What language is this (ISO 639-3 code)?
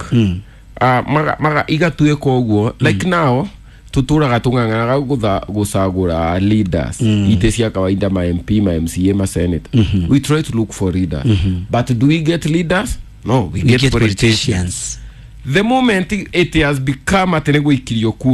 kik